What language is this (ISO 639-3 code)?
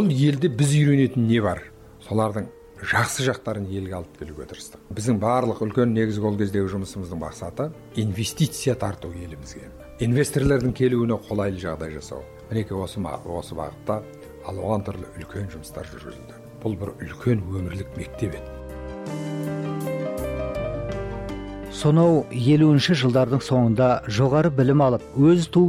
kaz